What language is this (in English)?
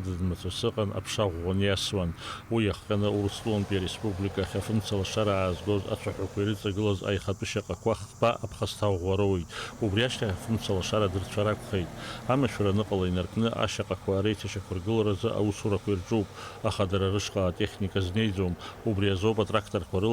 Abkhazian